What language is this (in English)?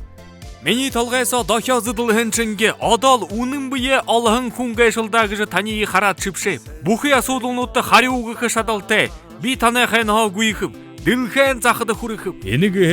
Buriat